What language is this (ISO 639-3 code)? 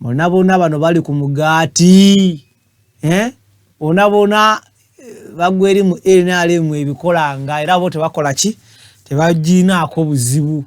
lug